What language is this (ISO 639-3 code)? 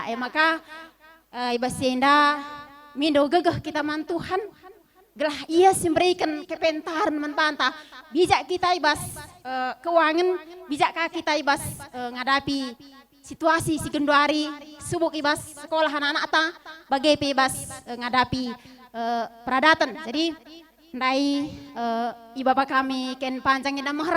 btx